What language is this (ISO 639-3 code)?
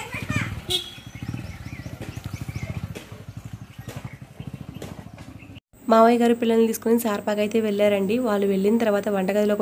tel